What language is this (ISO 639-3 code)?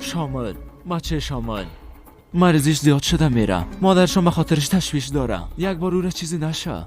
fas